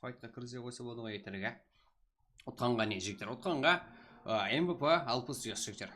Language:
Kara-Kalpak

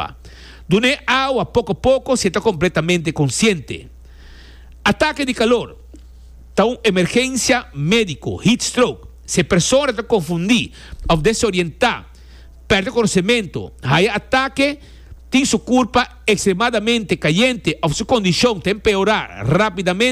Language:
Papiamento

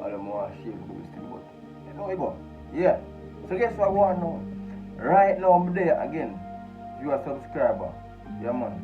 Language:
Jamaican Creole English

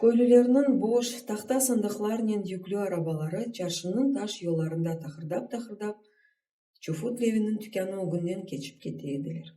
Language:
Crimean Tatar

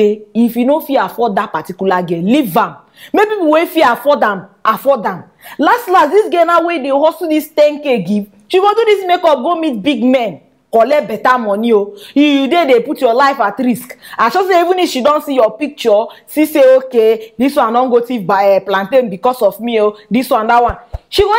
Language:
Nigerian Pidgin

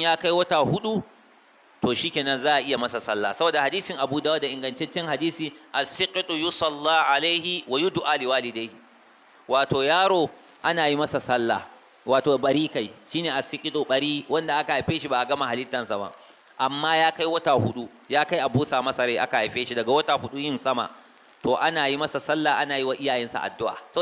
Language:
Hausa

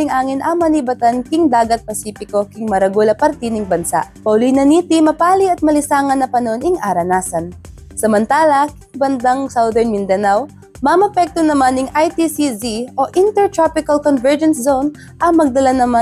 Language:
Pampanga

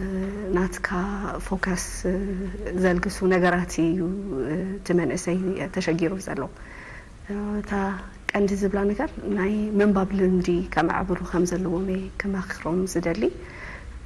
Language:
Tigrinya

